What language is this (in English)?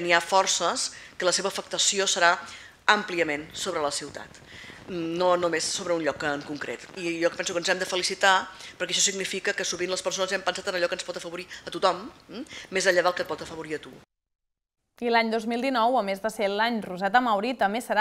Catalan